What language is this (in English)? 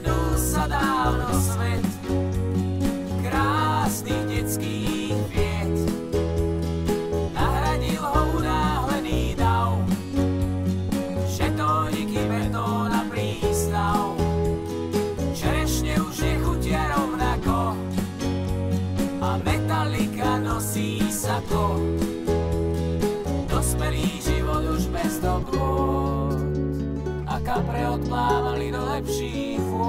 Slovak